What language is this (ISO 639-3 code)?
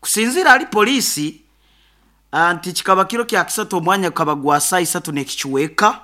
nyo